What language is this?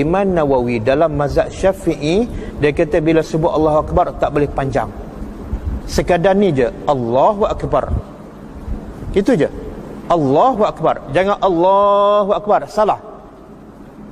Malay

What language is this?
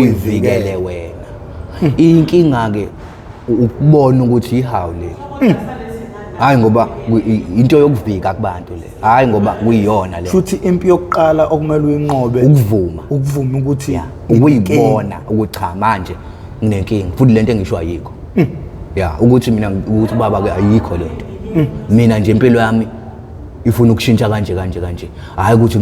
Zulu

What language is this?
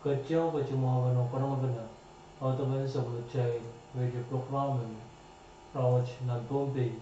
Pohnpeian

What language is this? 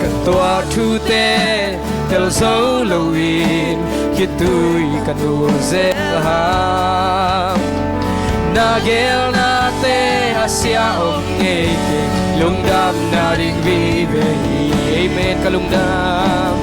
Tedim Chin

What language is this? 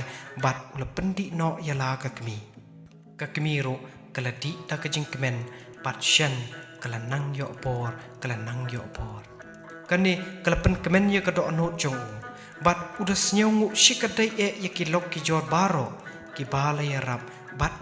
Khasi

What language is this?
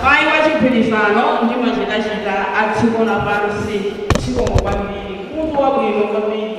Nyanja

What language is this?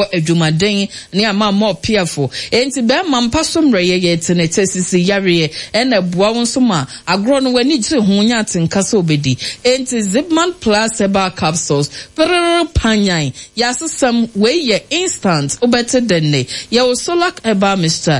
Akan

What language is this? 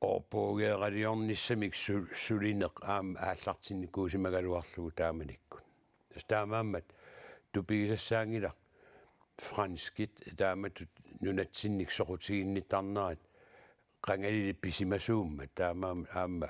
Kalaallisut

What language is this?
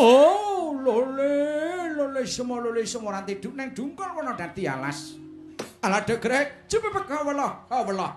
Javanese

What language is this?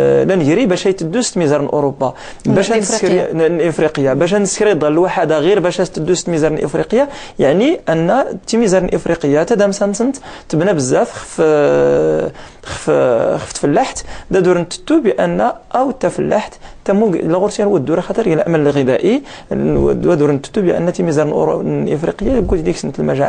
Moroccan Arabic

